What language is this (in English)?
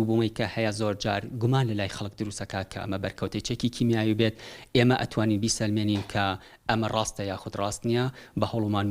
Central Kurdish